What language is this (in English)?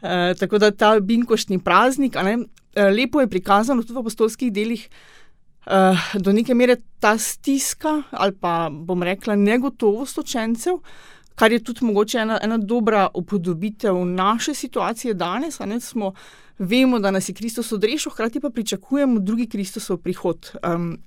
Slovenian